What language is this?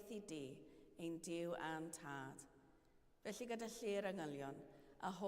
Welsh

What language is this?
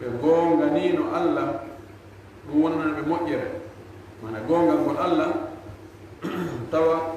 Fula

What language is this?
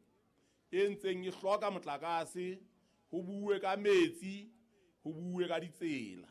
Southern Sotho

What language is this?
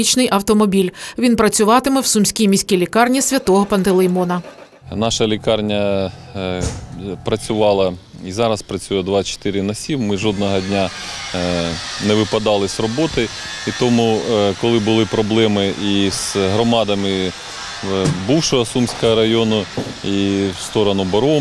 Ukrainian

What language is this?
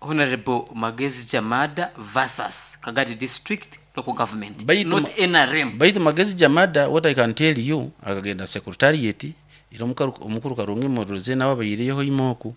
Nyoro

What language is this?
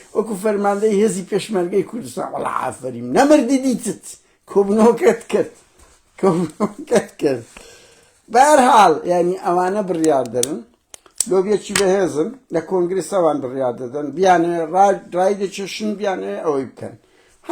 Central Kurdish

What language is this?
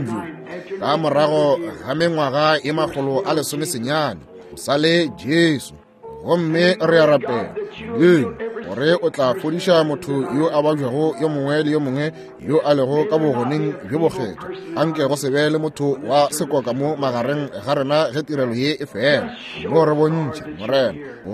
Northern Sotho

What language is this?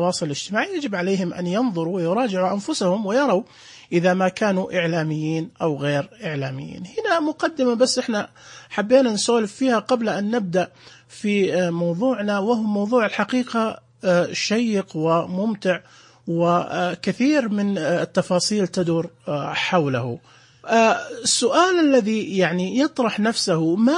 Najdi Arabic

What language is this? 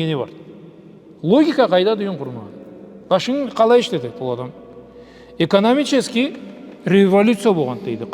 Karachay-Balkar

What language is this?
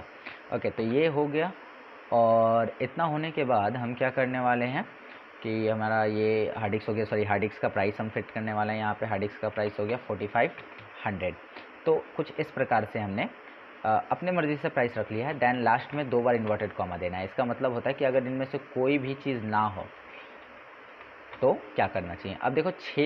Hindi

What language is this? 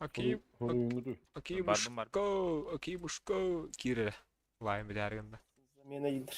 Yakut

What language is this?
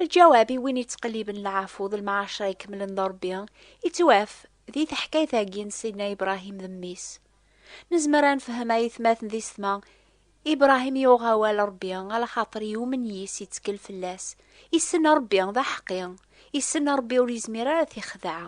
Kabyle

